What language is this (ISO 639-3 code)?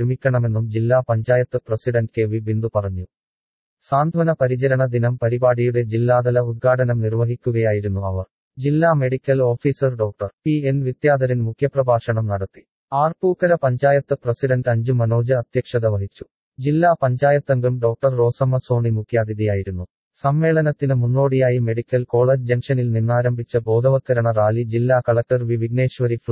mal